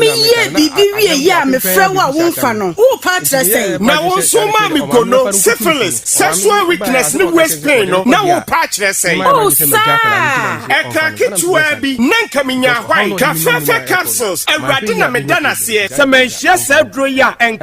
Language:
Akan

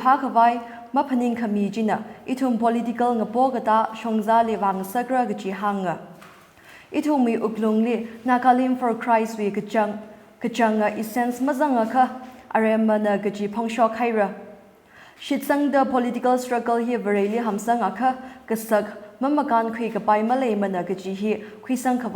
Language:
Tangkhul Naga (India)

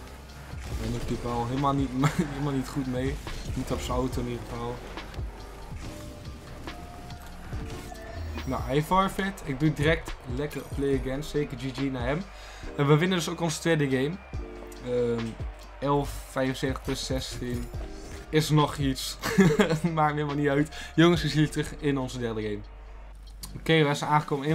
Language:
Dutch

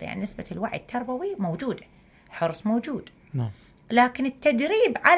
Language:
Mesopotamian Arabic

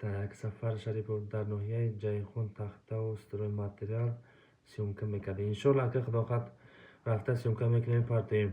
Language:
Tajik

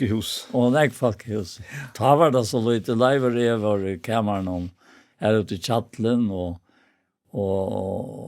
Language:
Faroese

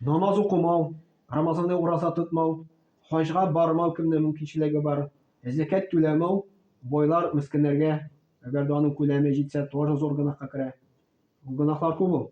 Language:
Tatar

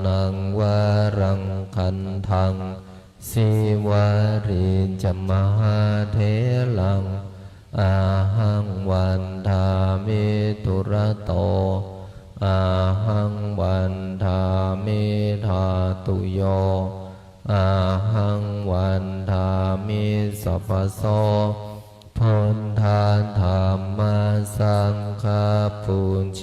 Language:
Pali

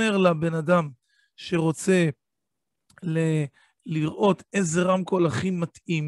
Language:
Hebrew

